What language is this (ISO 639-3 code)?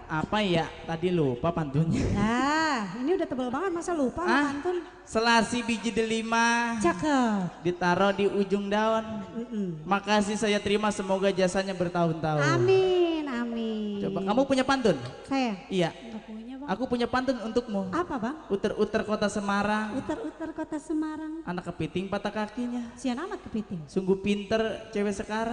bew